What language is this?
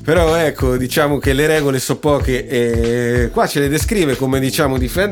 Italian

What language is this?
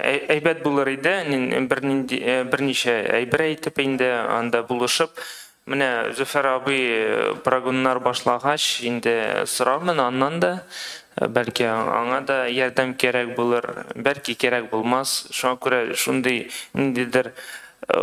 Tatar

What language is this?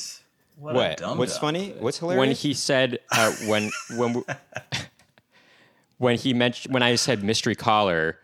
English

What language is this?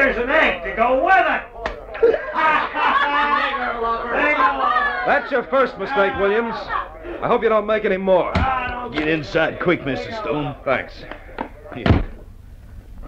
English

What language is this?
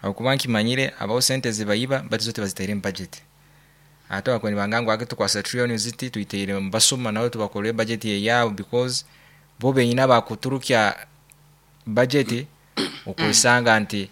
Nyoro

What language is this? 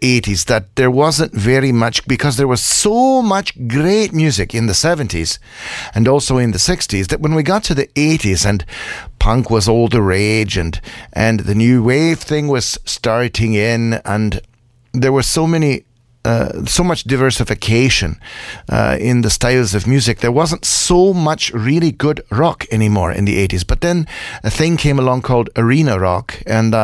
English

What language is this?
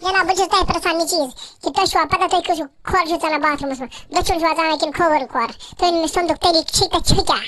Kashmiri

